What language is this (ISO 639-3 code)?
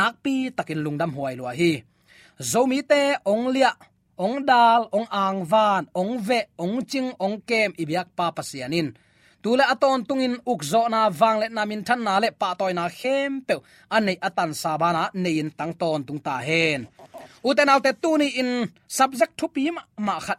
ctd